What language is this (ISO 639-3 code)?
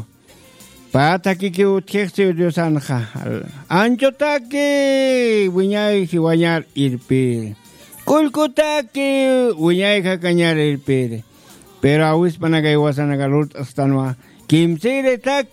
aym